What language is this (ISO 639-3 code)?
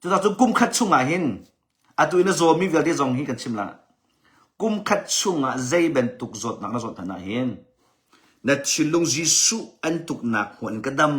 cnh